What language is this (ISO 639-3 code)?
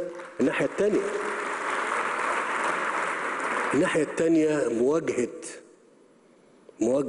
ara